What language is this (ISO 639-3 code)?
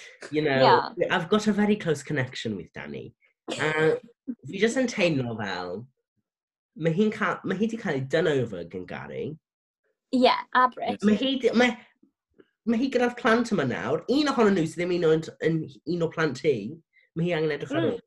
cym